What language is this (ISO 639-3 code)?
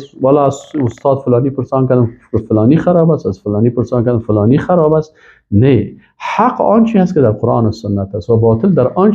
fas